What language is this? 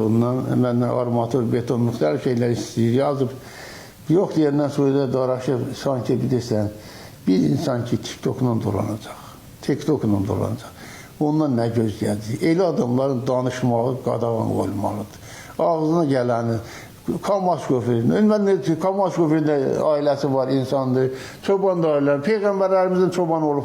Azerbaijani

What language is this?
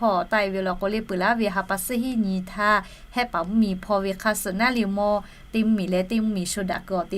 Lahu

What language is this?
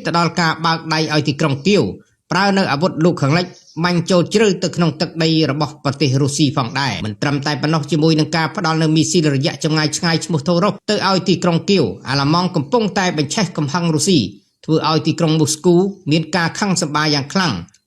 Khmer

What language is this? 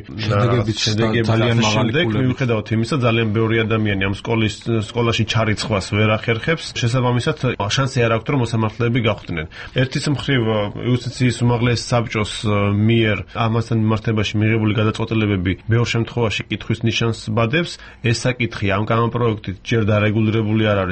Georgian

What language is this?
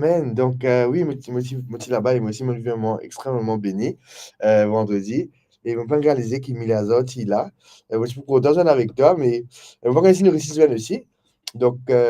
Morisyen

